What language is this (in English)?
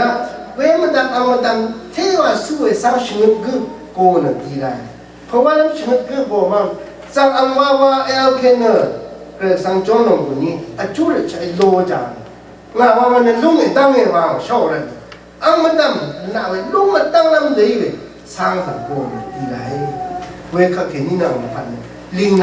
Rawang